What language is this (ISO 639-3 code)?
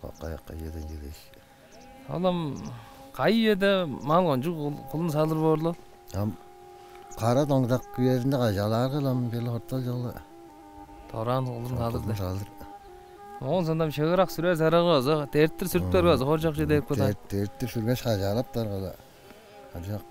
tyv